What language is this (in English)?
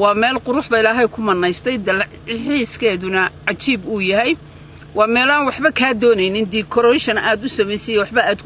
Somali